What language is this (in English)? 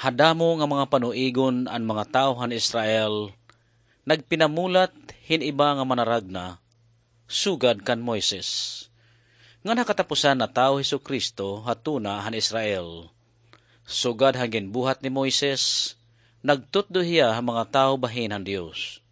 Waray